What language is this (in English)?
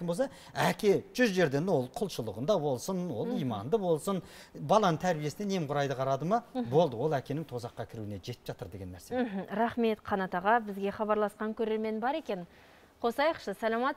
Kazakh